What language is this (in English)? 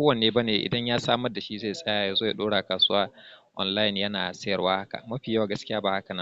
Hausa